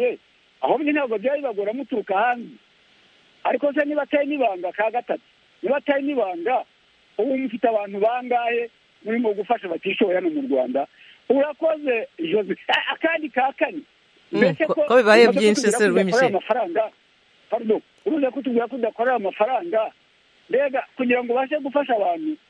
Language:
Kinyarwanda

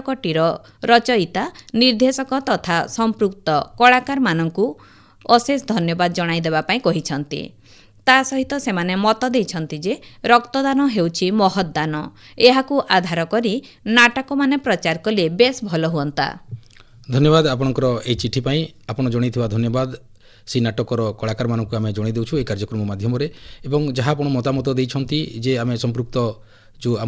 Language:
Odia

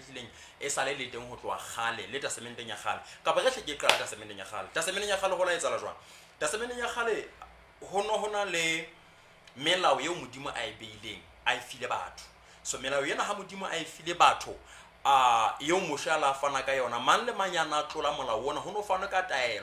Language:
Southern Sotho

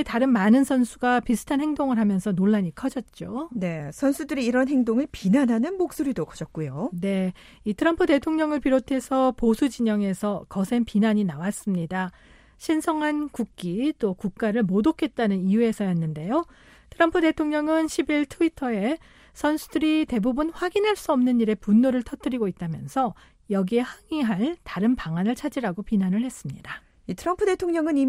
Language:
Korean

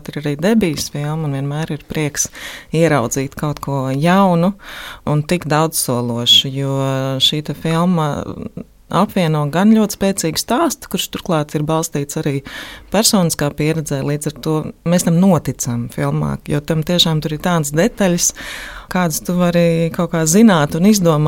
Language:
Latvian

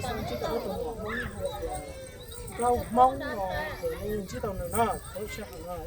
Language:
Hmong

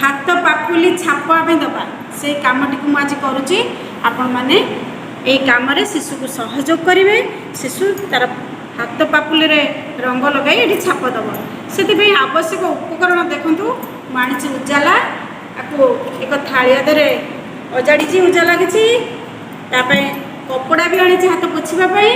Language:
Odia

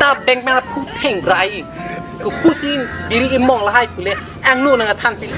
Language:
Karbi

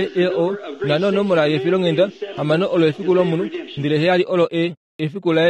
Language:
Kuanyama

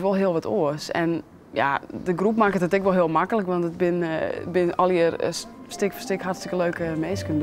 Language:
Western Frisian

